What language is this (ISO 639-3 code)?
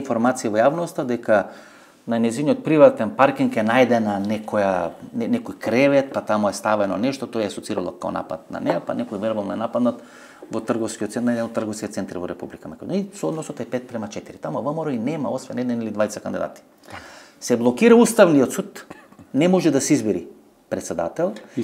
mkd